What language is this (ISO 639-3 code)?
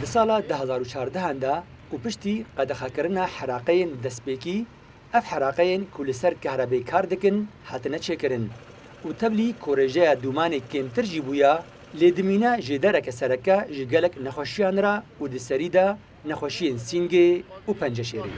kur